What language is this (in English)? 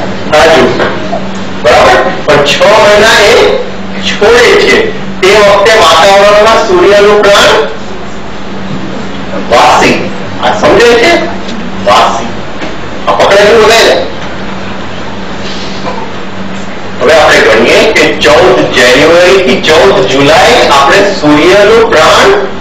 Gujarati